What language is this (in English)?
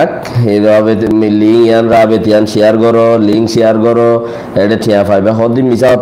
Rohingya